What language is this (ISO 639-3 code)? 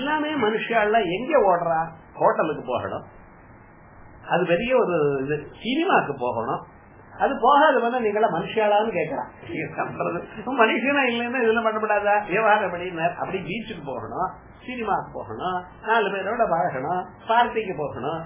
tam